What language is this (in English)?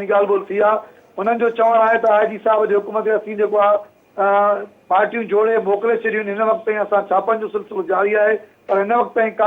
Sindhi